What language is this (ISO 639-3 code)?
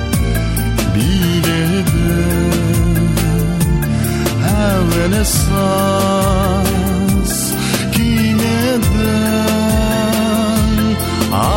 kaz